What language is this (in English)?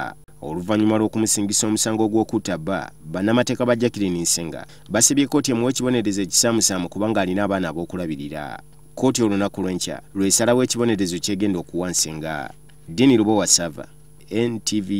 Ganda